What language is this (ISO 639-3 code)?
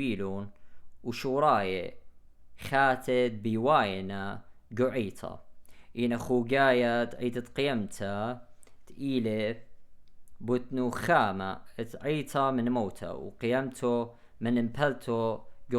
aii